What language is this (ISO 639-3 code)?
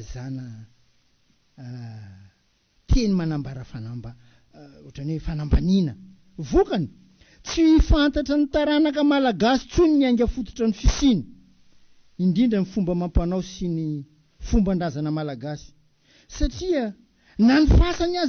mlg